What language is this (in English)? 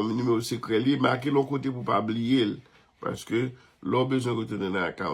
Haitian Creole